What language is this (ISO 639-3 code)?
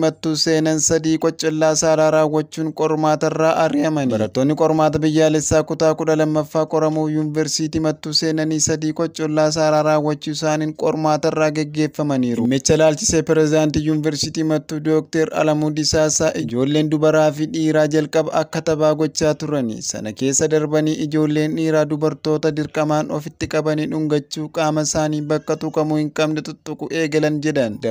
orm